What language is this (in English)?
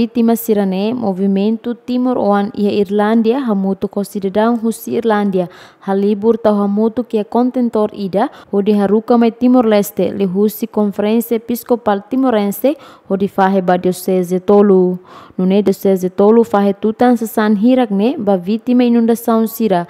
Tetum